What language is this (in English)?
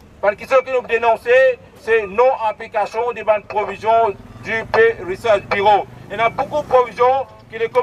Morisyen